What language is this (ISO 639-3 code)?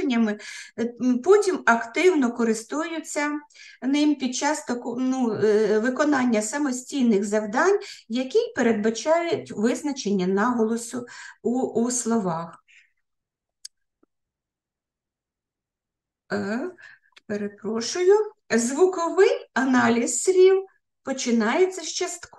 ukr